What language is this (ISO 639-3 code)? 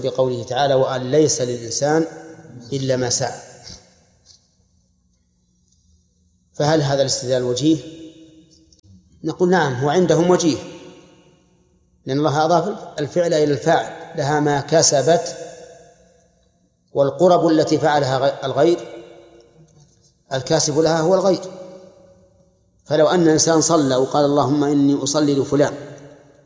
ara